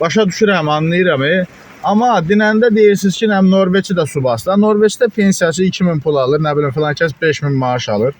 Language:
Azerbaijani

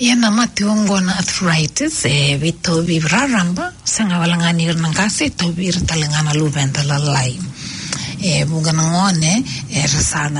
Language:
Fijian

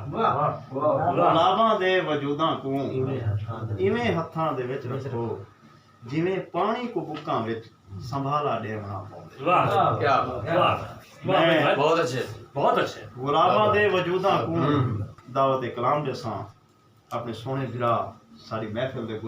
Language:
Saraiki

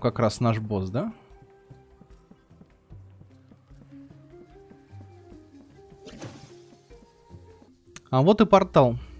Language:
Russian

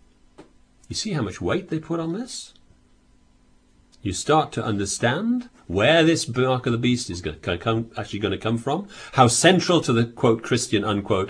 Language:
English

